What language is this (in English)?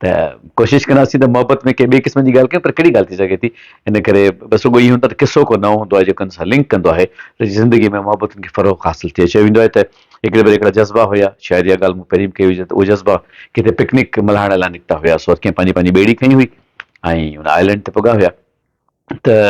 Sindhi